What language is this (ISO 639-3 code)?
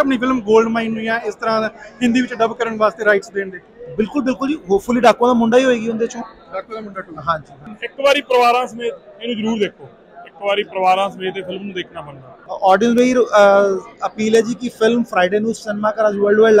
pan